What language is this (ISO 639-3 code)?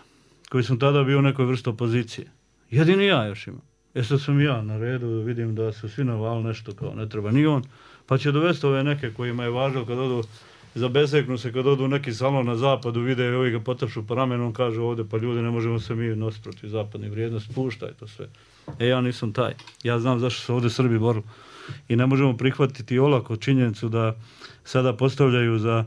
bos